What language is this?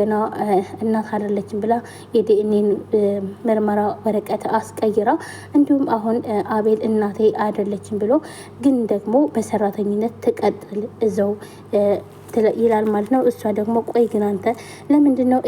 Amharic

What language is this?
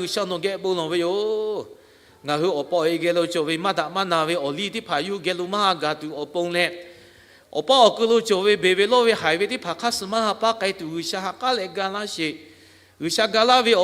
Lahu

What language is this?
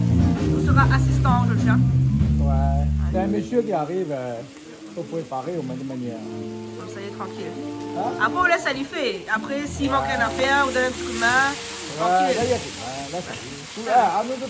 Réunion Creole French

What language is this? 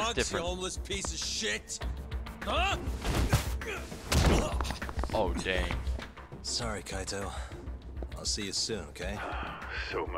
English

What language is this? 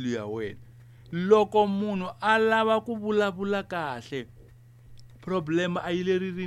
Tsonga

